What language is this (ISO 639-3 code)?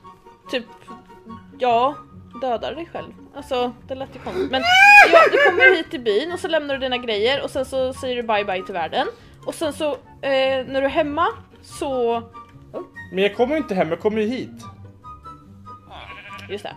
swe